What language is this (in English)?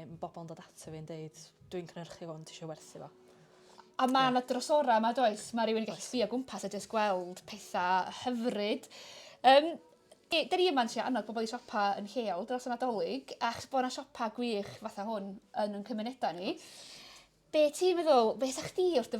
Welsh